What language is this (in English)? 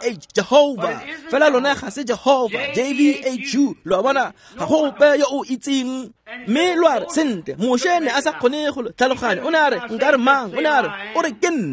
Tswana